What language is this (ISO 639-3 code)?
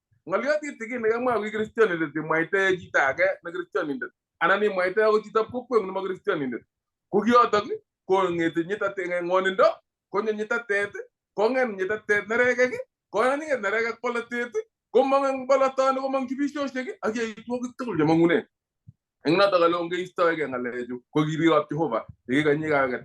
kln